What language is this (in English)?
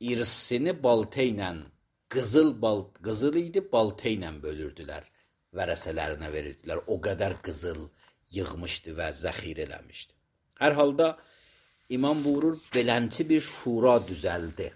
Azerbaijani